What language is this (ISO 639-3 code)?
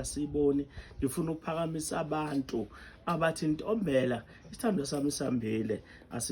zul